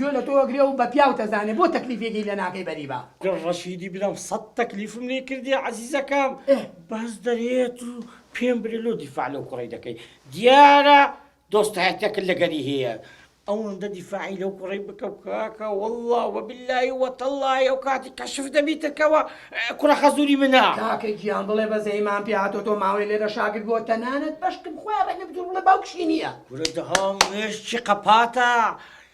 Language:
Central Kurdish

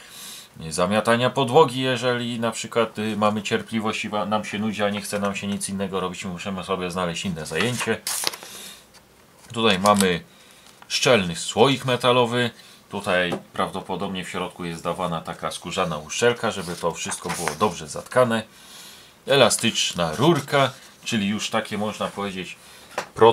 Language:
Polish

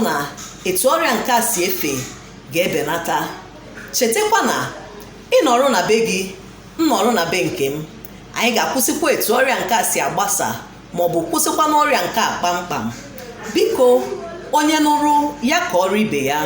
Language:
Igbo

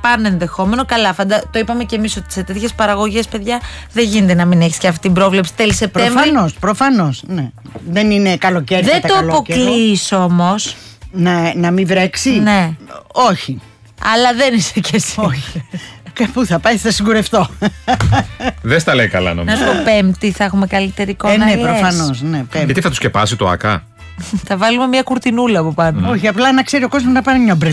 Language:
Greek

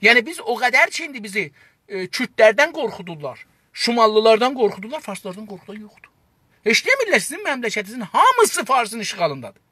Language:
South Azerbaijani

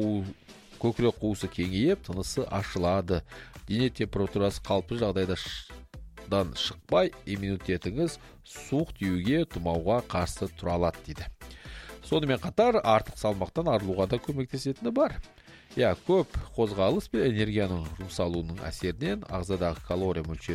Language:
Kazakh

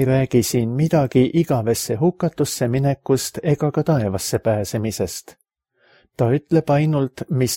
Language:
Estonian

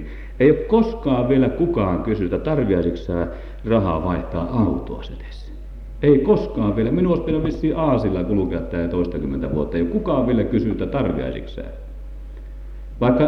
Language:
Finnish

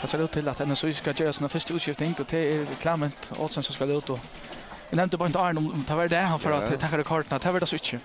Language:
Faroese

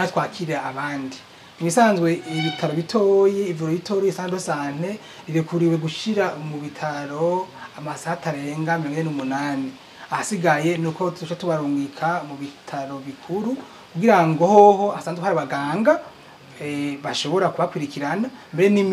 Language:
Rundi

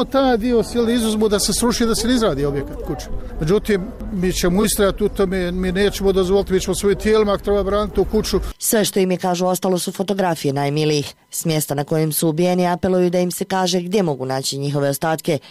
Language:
Bosnian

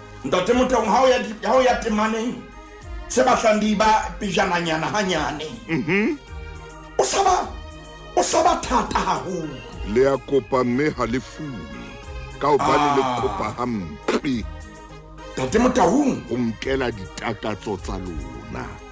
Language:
Southern Sotho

